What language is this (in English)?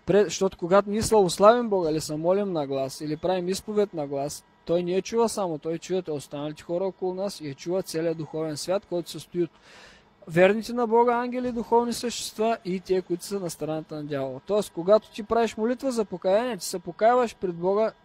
Bulgarian